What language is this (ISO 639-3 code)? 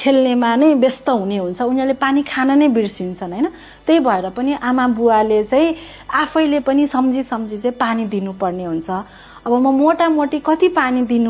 nep